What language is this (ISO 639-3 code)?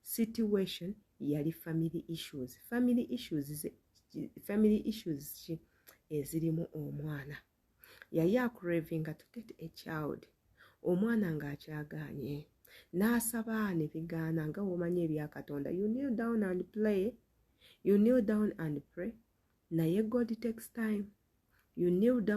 lug